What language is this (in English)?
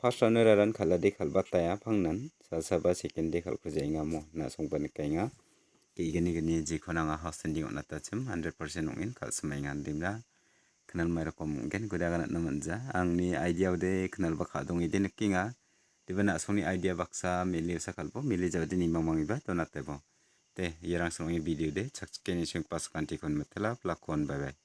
Garo